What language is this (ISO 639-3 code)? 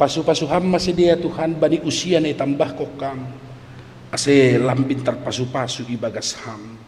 bts